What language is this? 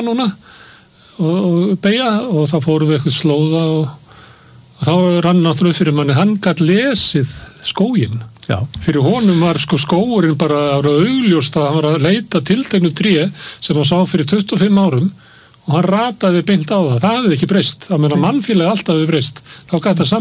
Icelandic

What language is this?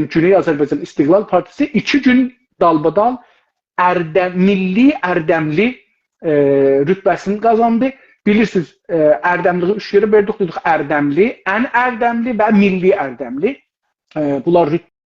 South Azerbaijani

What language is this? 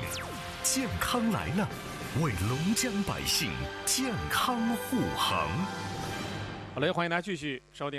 Chinese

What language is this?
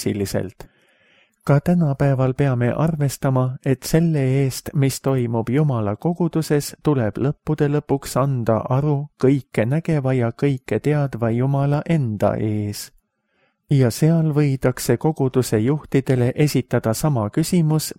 Estonian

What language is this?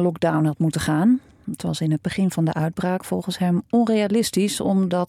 Dutch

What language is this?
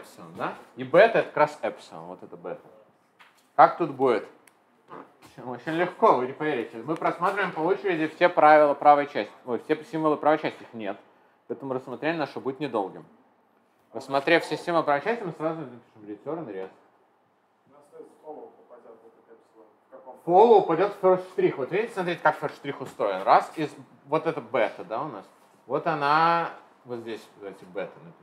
Russian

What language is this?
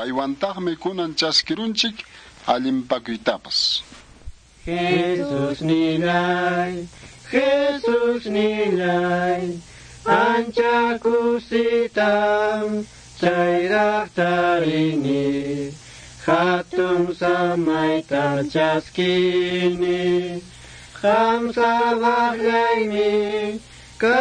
Quechua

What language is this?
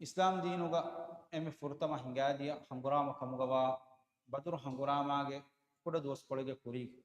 Divehi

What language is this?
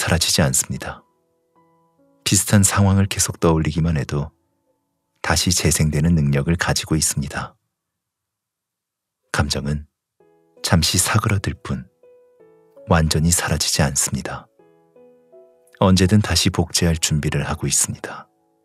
Korean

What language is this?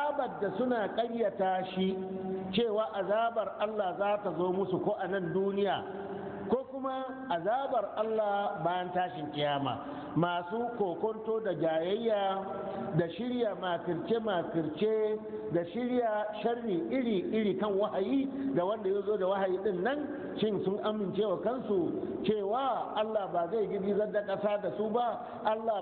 Hausa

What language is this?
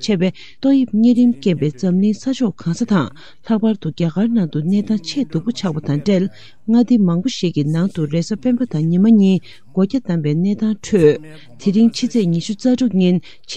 Tibetan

